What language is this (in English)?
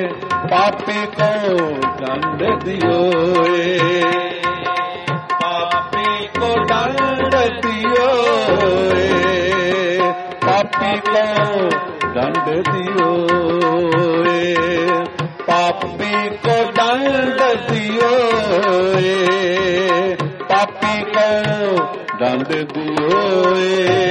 Punjabi